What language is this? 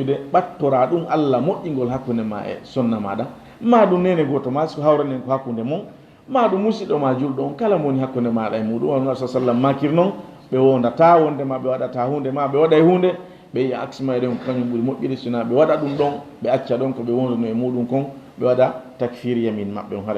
Fula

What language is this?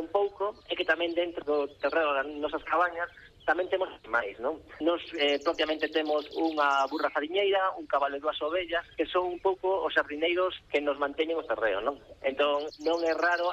Galician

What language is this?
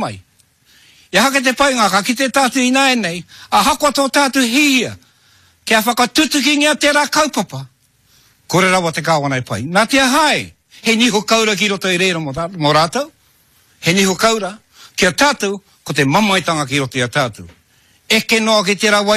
Māori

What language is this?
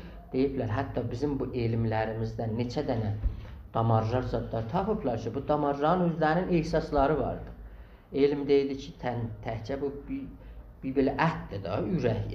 South Azerbaijani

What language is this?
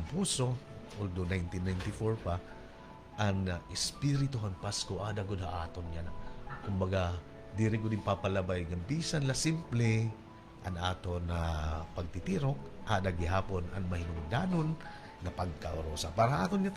Waray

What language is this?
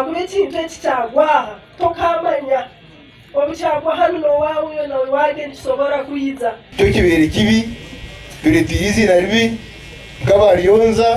Nyankole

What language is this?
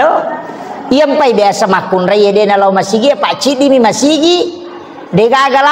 Buginese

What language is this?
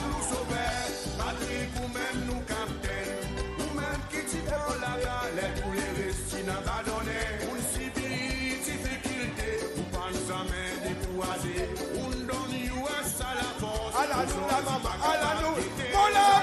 Seselwa Creole French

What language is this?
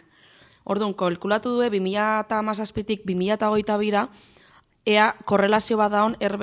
Basque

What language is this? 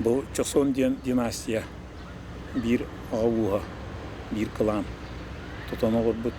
Yakut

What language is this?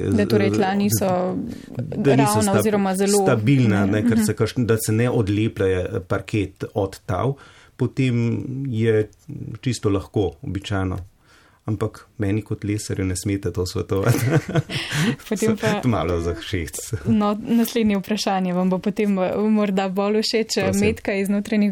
Slovenian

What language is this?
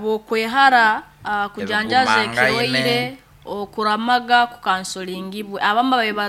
Nyoro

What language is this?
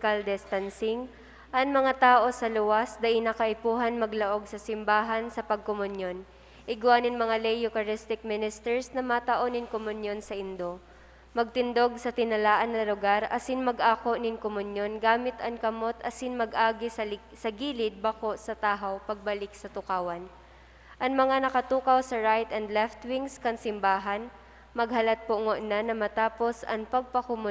Bikol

